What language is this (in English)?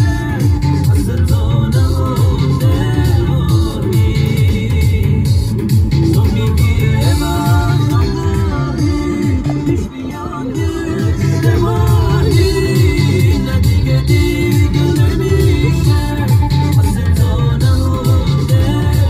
Persian